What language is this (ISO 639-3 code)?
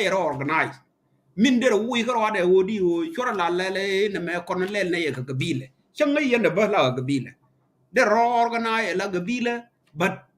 nus